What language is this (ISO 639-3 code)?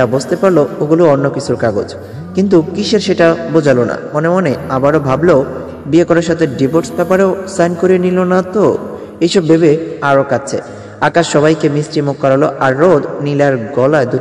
ben